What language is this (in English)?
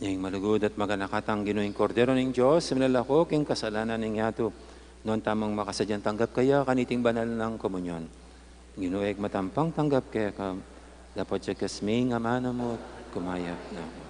Pampanga